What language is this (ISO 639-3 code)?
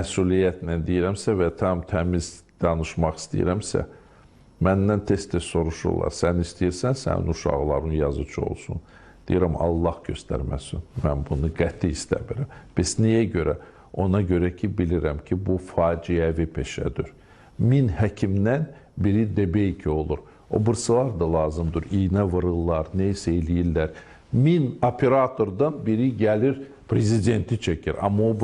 aze